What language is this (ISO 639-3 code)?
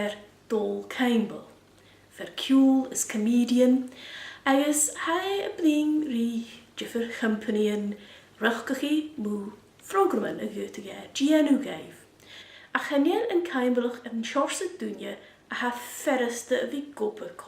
gla